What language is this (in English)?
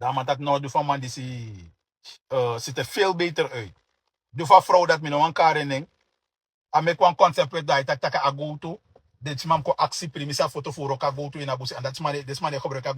Sranan Tongo